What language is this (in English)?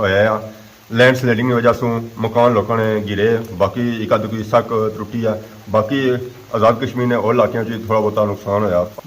Pahari-Potwari